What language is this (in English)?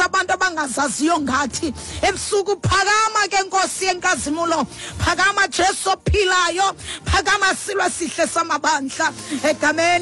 Xhosa